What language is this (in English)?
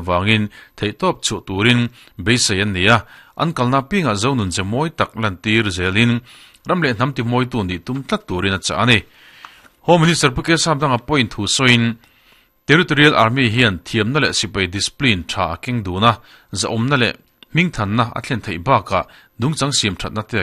Mizo